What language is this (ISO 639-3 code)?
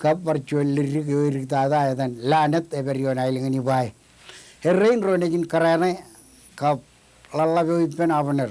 mah